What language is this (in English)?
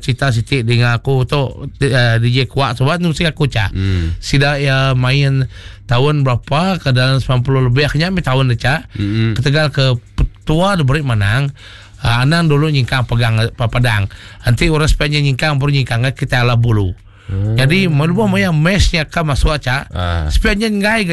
Iban